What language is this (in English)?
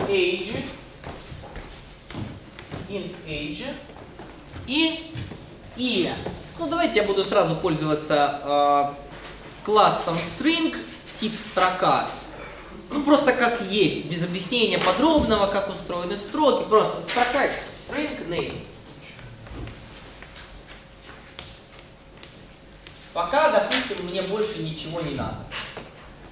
Russian